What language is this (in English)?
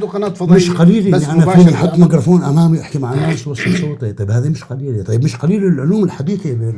North Levantine Arabic